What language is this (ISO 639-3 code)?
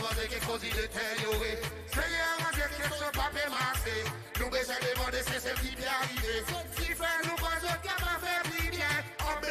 crs